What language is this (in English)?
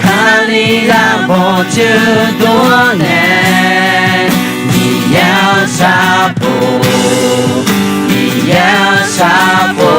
Akha